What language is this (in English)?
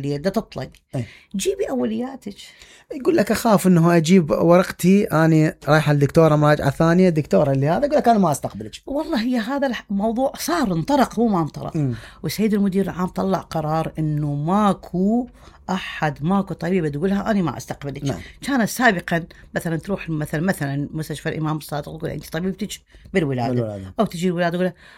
Mesopotamian Arabic